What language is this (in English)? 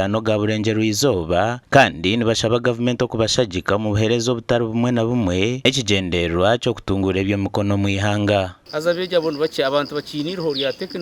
Nyankole